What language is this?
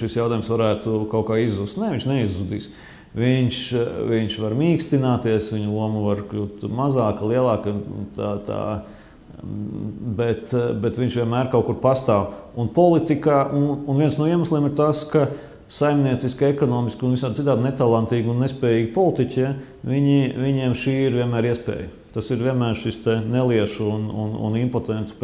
Latvian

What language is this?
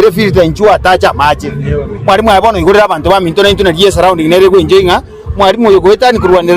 Gusii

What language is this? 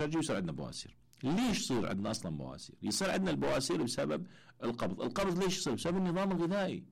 Mesopotamian Arabic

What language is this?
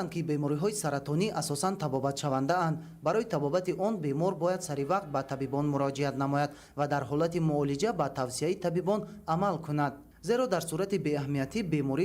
Tajik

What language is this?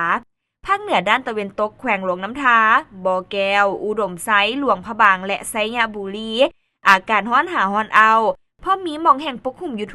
Lao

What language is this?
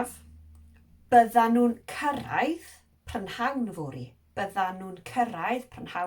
Welsh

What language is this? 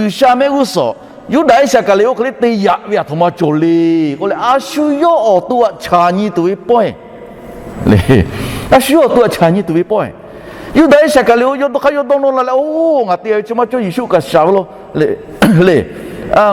Lahu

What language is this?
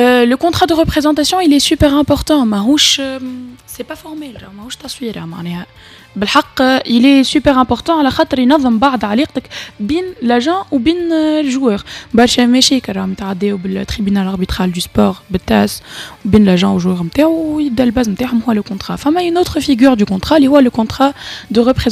Tunisian Arabic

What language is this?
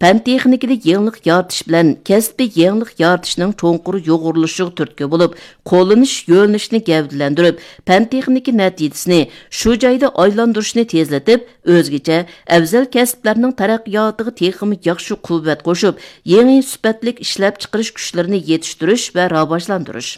Uyghur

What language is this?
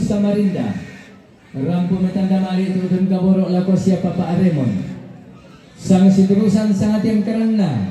Toraja-Sa'dan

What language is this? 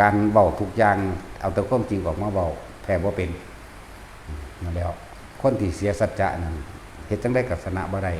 Northeastern Thai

